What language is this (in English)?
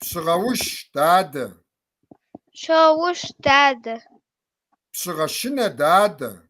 Kabardian